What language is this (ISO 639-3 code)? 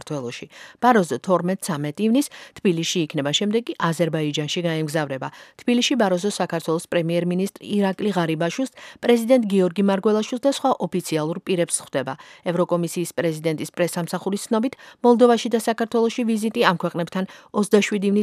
kat